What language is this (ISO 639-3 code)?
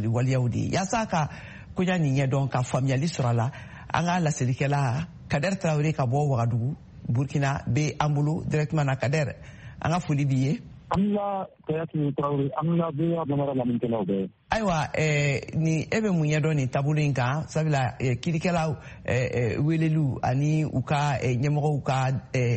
bam